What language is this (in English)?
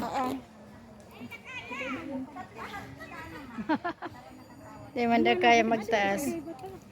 Bikol